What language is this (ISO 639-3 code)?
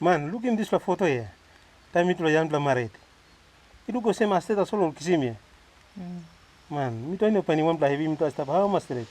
tpi